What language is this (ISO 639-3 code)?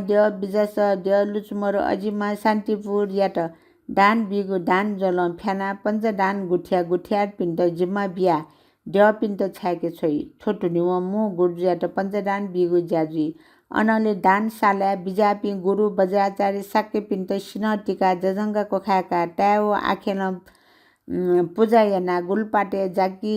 new